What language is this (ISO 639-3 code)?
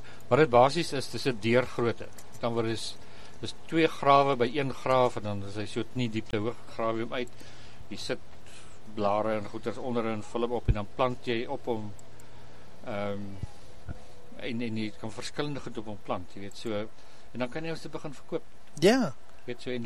afr